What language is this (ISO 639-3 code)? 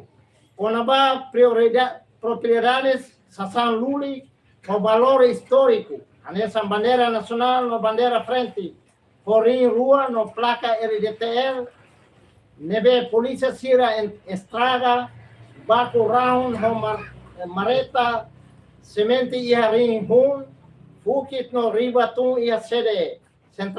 tet